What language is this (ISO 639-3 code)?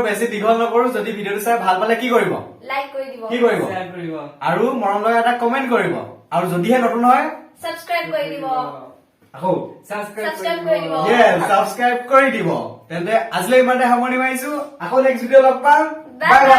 asm